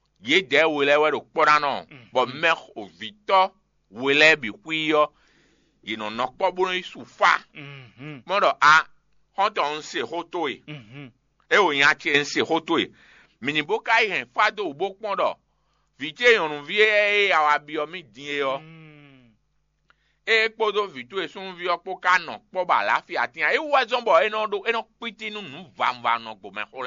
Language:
Fon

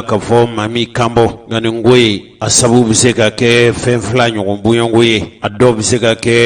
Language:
Bambara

